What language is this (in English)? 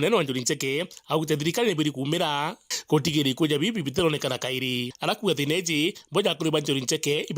Meru